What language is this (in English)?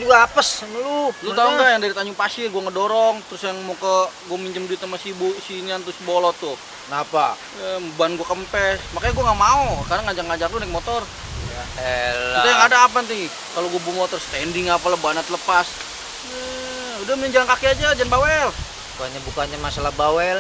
Betawi